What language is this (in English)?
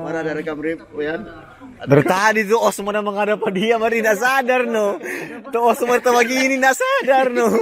Manado Malay